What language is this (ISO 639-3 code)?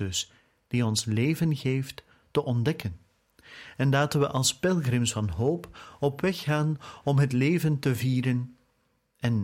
nld